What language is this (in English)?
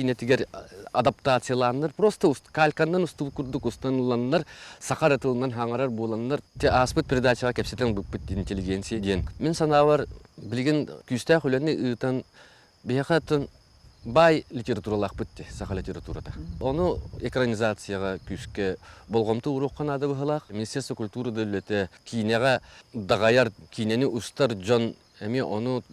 Yakut